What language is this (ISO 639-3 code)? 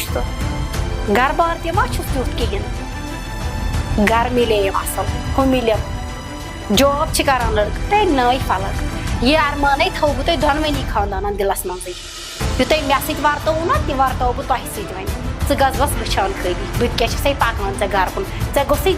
kas